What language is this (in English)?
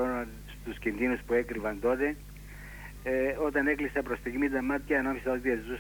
Greek